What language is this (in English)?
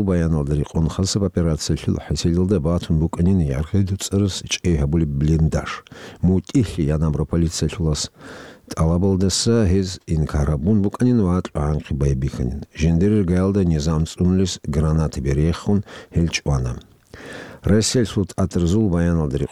Avaric